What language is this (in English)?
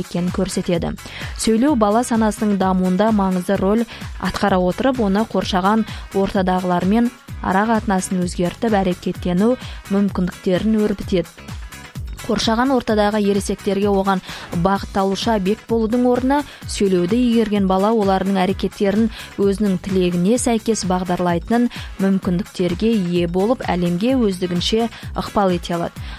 Kazakh